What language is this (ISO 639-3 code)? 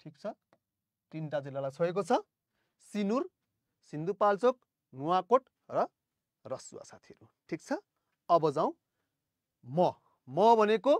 nep